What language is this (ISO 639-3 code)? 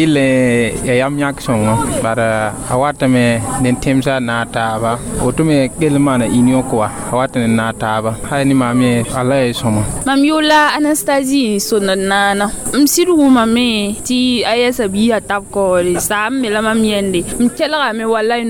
mos